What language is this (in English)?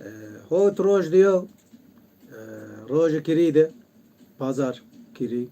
Zaza